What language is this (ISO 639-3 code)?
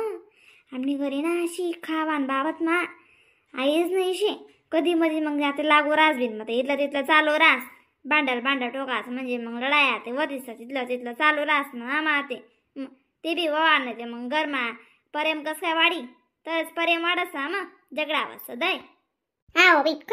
khn